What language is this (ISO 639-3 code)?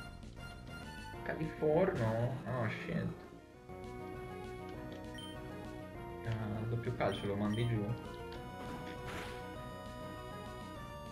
ita